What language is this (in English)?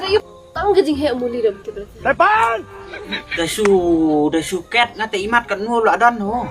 Khasi